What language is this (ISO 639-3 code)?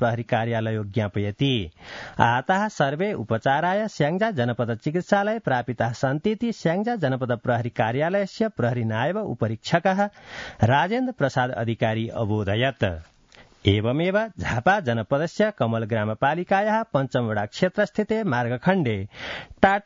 san